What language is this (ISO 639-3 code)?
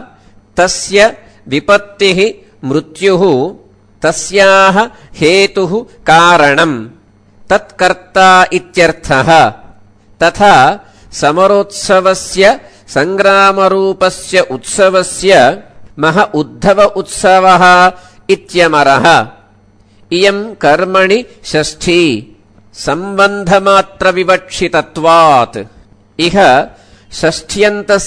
san